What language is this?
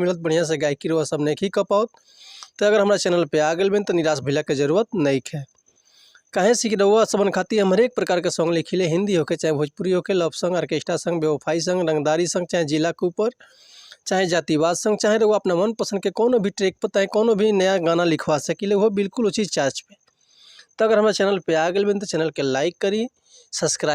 Bhojpuri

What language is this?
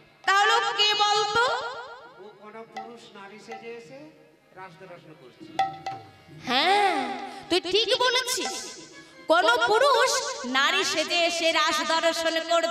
Bangla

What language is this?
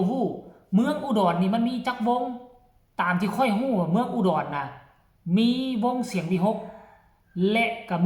Lao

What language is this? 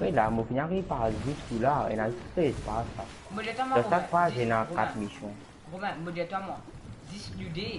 Morisyen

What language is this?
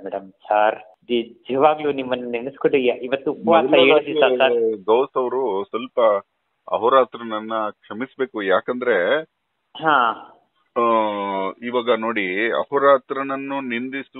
Kannada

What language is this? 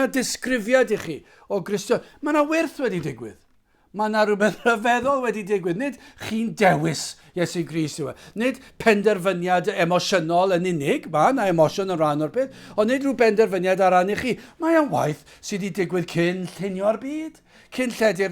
Welsh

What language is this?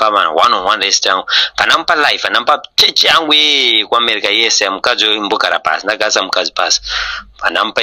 Shona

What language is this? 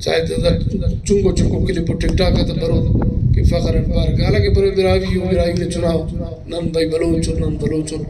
Brahui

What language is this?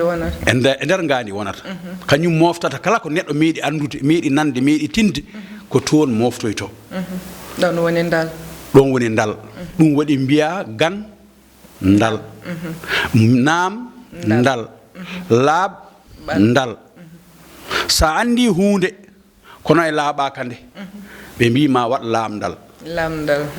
Fula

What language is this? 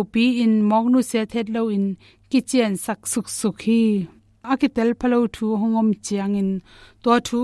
Tedim Chin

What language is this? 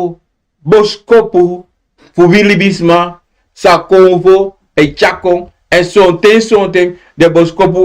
Sranan Tongo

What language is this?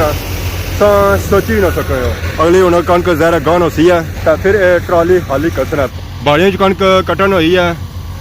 Pahari-Potwari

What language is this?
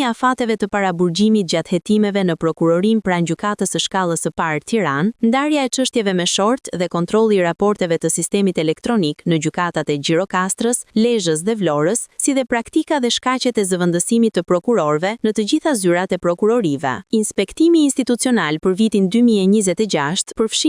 Albanian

